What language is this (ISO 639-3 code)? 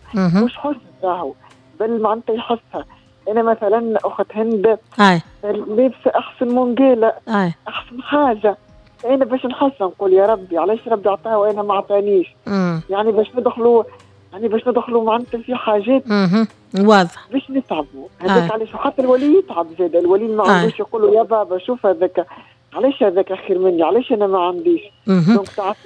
aeb